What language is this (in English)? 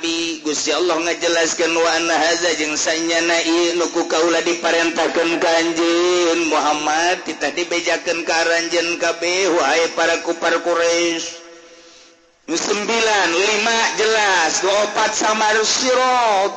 Sundanese